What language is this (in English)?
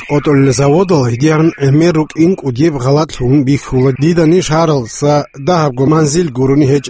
Avaric